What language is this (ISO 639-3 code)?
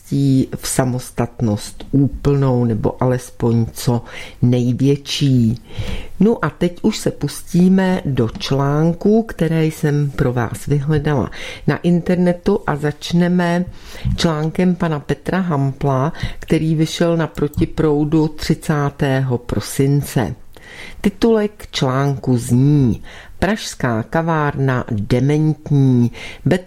ces